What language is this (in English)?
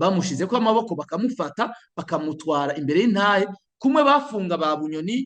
Rundi